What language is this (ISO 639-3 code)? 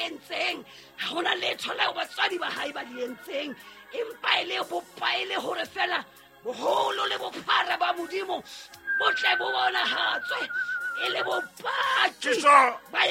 sot